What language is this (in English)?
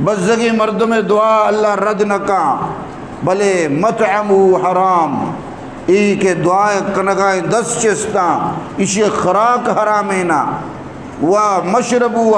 Eastern Balochi